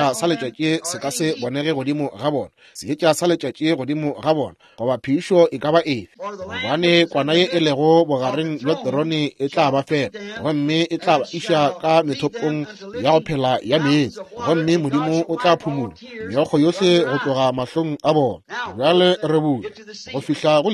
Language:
Northern Sotho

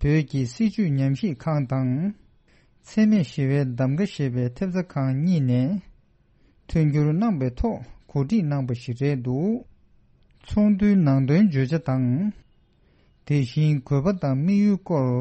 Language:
Tibetan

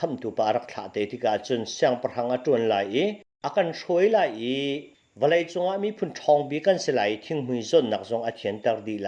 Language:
Hakha Chin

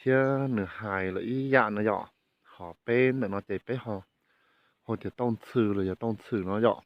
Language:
Hmong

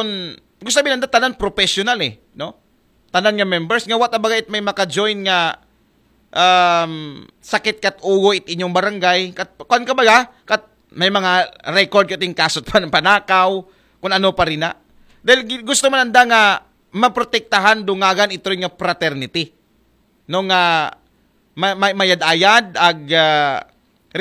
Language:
Aklanon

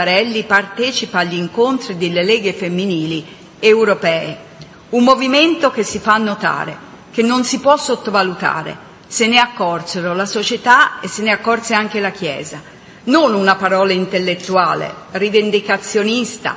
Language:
Italian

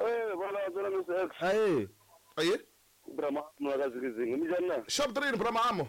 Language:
Tsonga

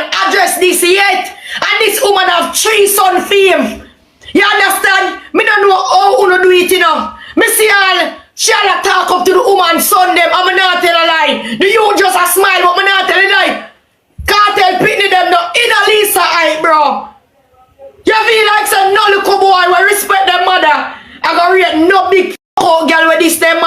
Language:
Jamaican Creole English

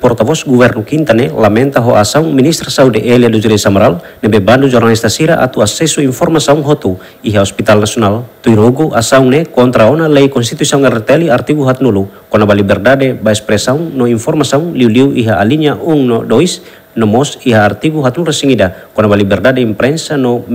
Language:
Tetum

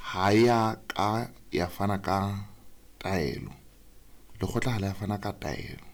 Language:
Southern Sotho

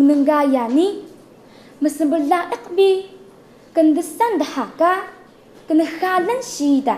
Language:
Taroko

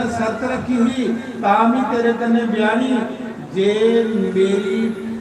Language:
Dogri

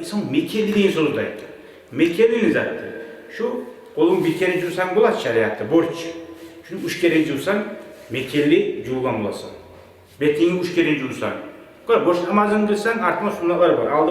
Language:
Kumyk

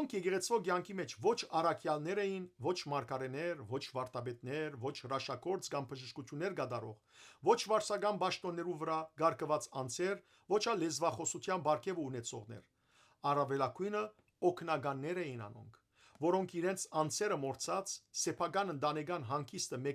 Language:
Western Armenian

